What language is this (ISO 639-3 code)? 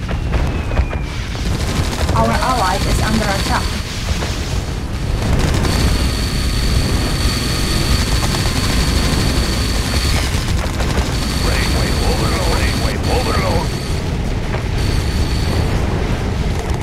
eng